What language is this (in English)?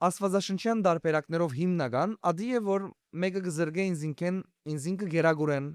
Western Armenian